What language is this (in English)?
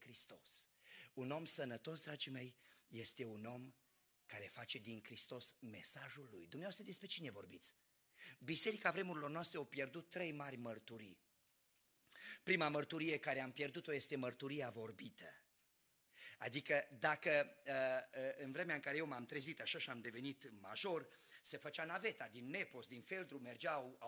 Romanian